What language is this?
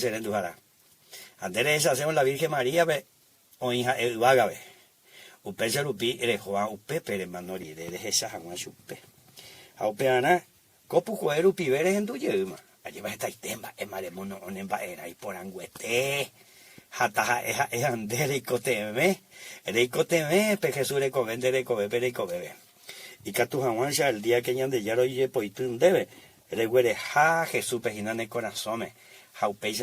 Guarani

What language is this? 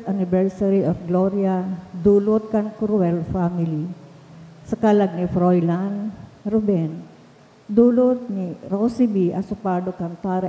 Bikol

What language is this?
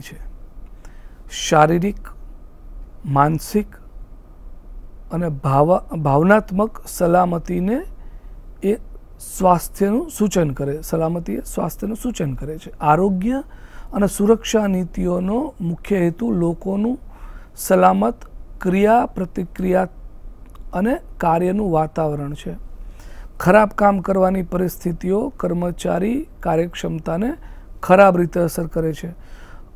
Gujarati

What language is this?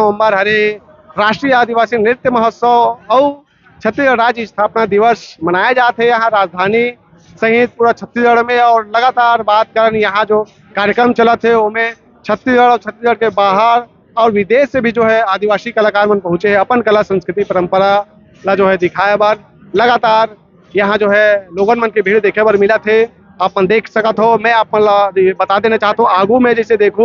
Chhattisgarhi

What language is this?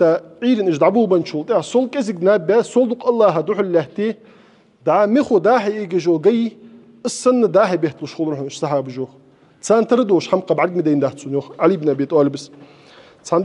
Ingush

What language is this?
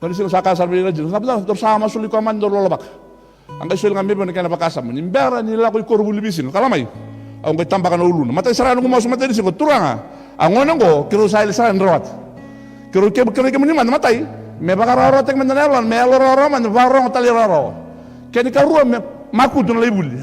Fijian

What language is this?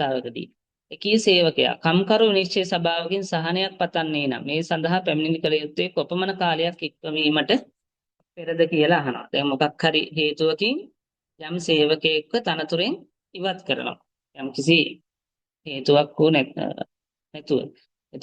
Sinhala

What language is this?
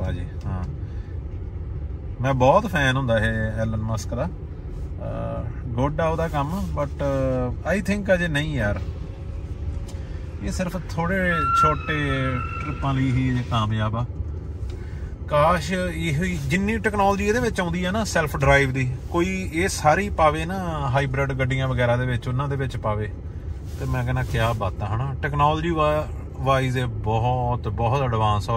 Punjabi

